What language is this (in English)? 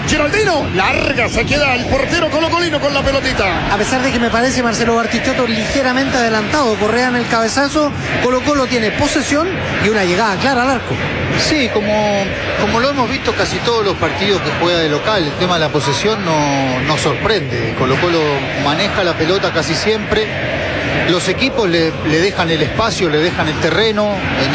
Spanish